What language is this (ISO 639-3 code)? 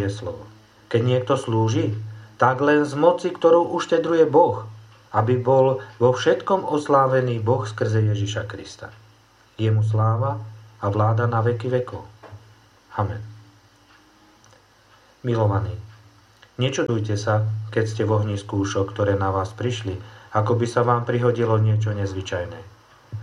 slk